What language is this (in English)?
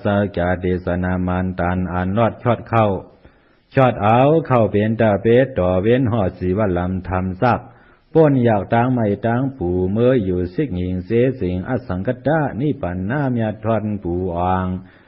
Shan